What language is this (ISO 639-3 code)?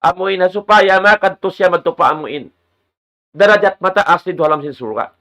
tsg